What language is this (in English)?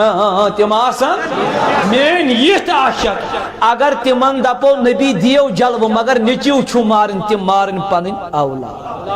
Kashmiri